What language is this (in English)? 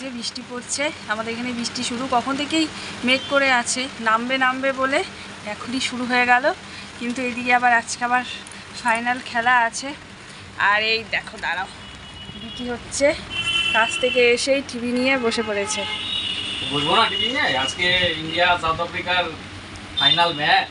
Bangla